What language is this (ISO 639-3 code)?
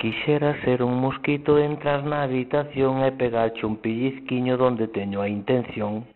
glg